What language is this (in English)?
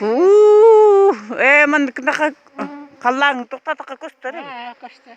Yakut